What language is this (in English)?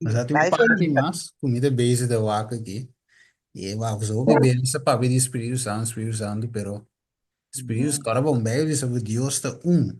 Papiamento